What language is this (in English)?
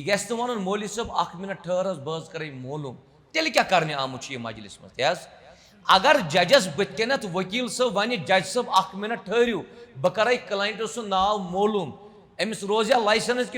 Kashmiri